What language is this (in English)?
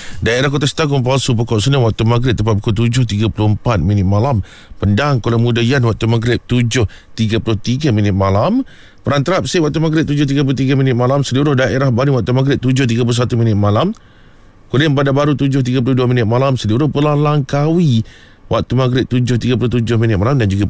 Malay